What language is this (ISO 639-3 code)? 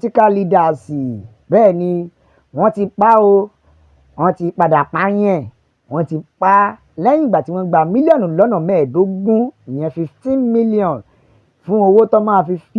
yor